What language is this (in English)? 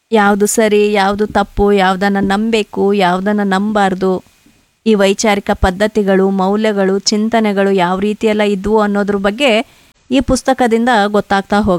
Kannada